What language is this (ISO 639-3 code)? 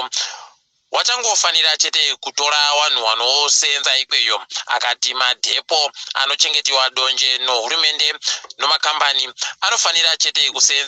ndc